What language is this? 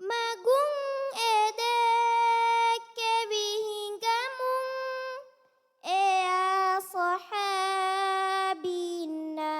Divehi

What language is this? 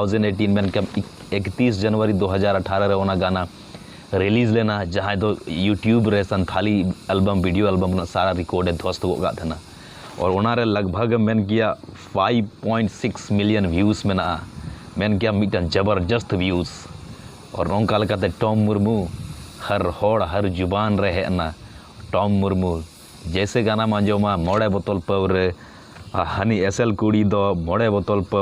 Santali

